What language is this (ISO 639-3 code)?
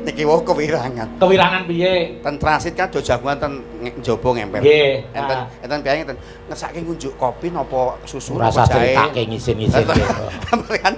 jav